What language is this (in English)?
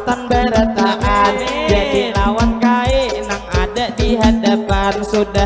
Banjar